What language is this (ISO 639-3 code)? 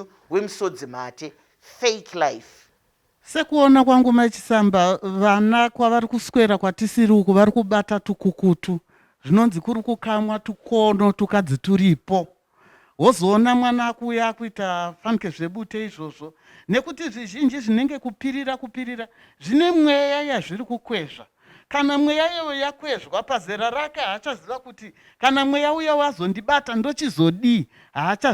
sna